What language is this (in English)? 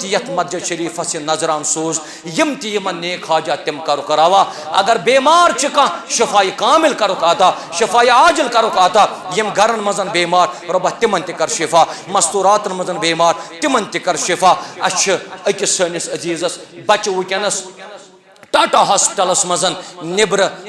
Kashmiri